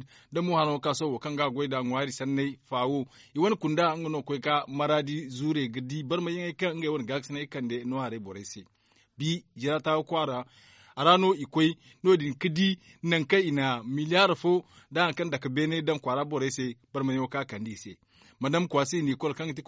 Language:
Zarma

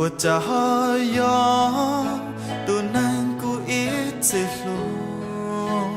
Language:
Hmong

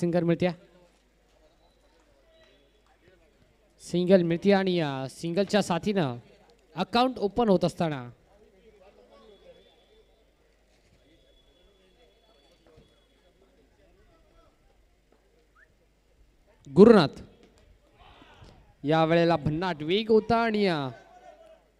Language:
Marathi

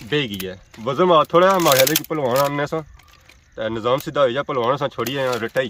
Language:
Pahari-Potwari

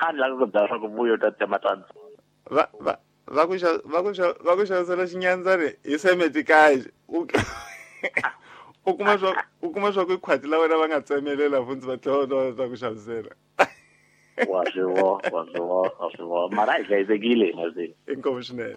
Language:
Tsonga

